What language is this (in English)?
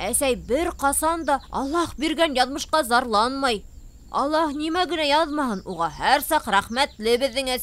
Bashkir